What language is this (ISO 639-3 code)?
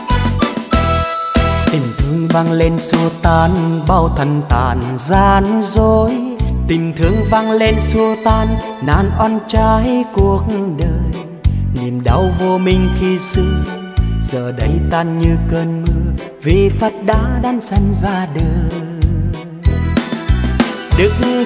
vie